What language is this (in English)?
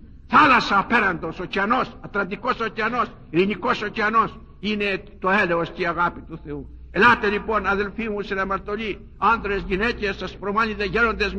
Greek